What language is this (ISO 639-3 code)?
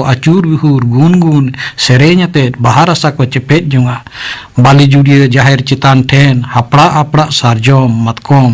sat